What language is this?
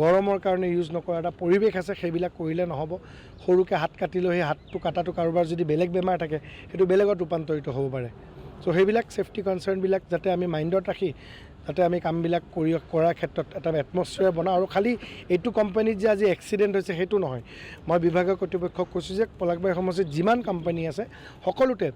Assamese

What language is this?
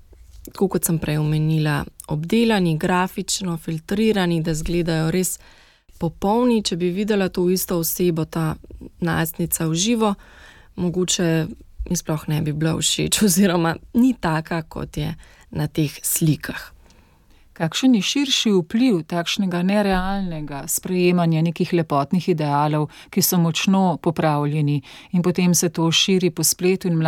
Slovenian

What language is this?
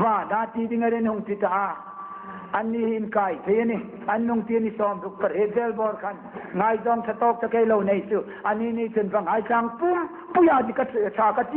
Hmar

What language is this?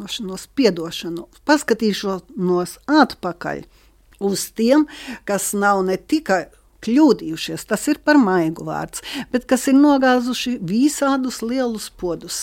Latvian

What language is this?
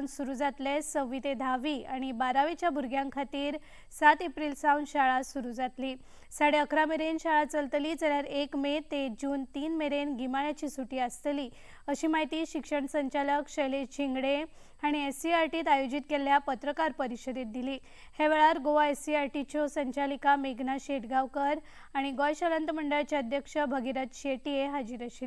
Konkani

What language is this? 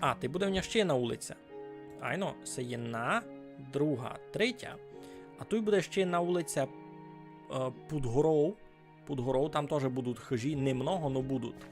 Rusyn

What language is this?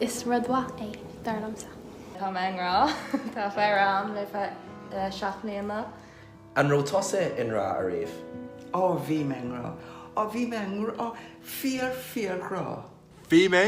Irish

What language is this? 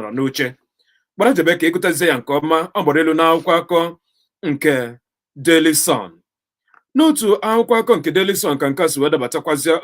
Igbo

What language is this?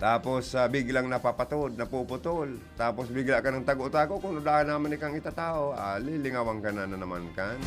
Bikol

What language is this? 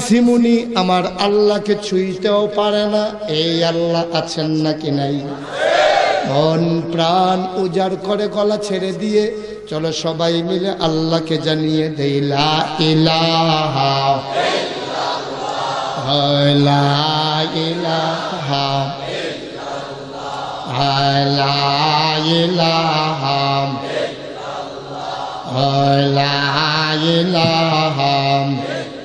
Bangla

